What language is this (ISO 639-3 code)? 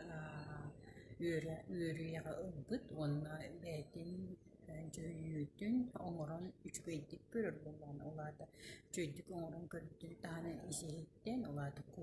sah